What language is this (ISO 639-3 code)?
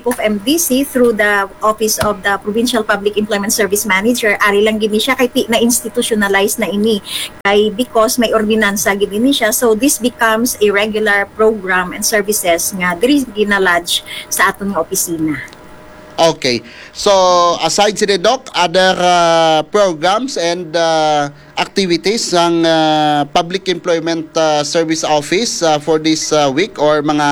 hil